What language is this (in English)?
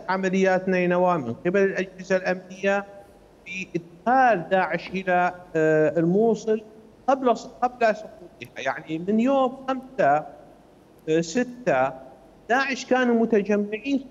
Mesopotamian Arabic